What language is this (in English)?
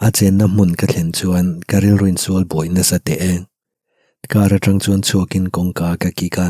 Mizo